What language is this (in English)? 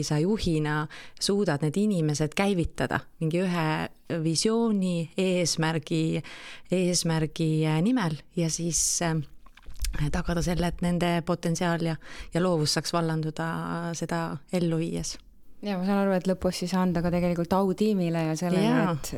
Estonian